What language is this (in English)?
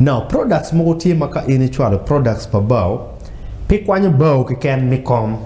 Acoli